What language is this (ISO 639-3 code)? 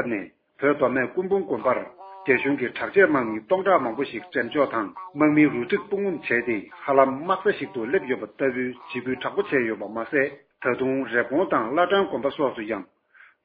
bod